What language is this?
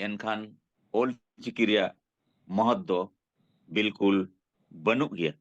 Santali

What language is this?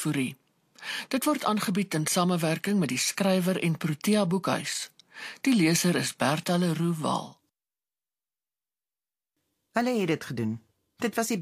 Afrikaans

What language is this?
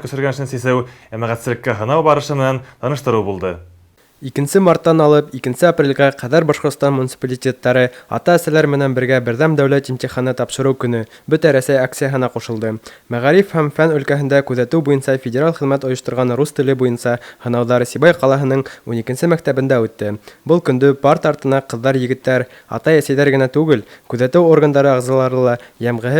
Bashkir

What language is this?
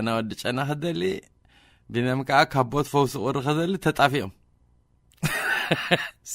Tigrinya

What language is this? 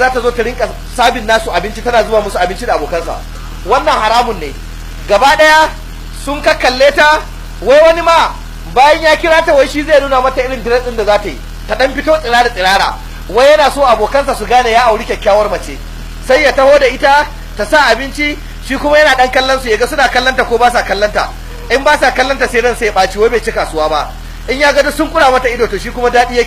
Hausa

